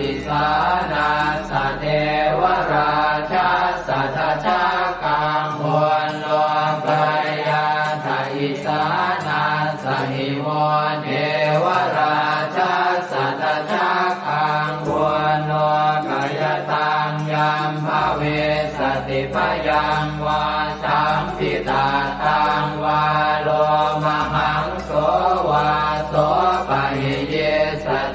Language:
Pali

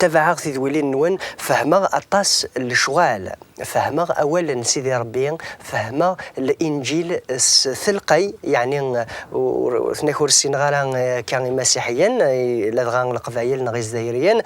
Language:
Kabyle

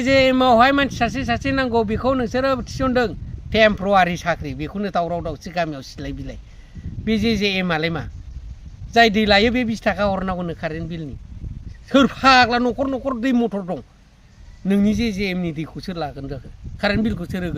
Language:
Bodo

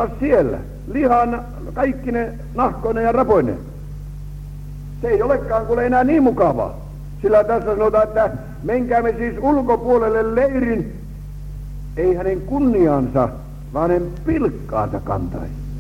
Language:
Finnish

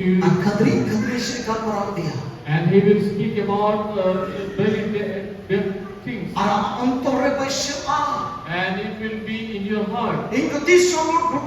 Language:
Santali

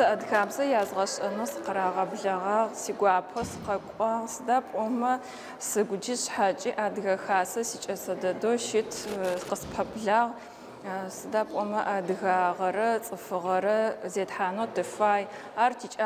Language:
Adyghe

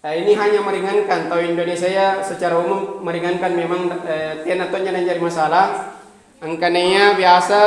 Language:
Makasar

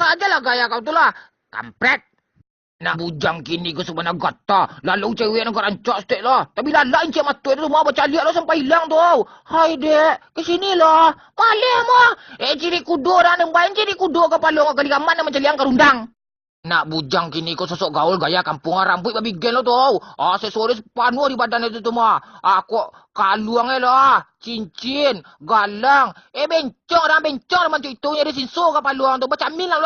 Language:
Minangkabau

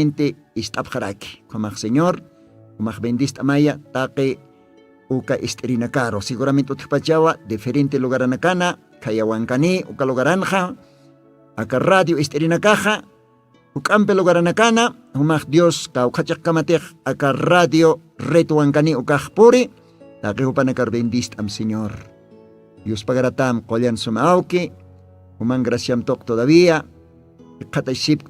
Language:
Aymara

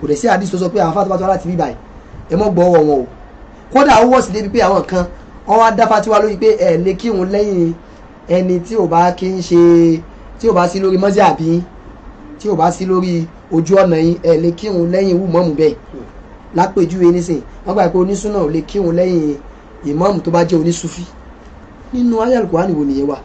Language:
Yoruba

